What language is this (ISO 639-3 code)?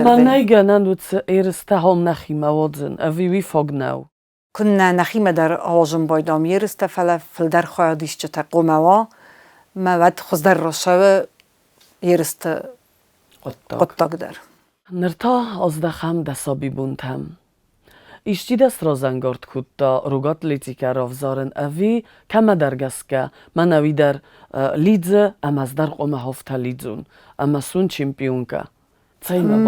oss